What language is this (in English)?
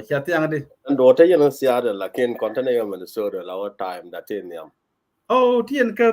Nuer